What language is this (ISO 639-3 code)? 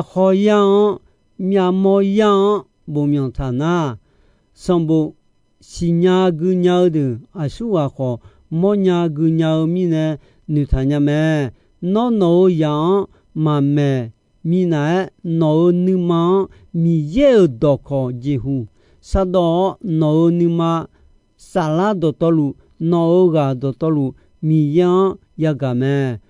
ahk